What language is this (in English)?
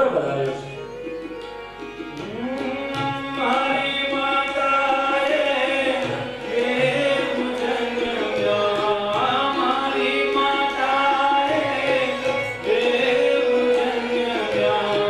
Gujarati